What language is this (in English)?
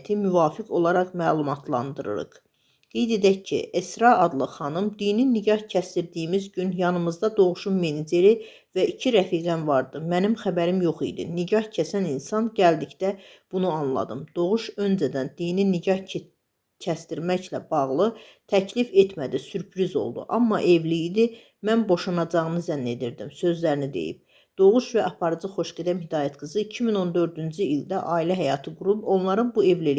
Azerbaijani